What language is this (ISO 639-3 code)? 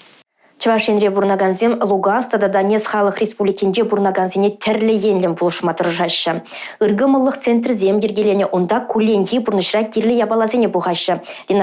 chv